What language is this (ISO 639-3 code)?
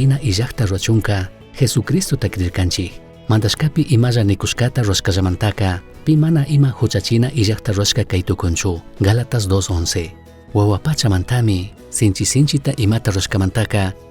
qug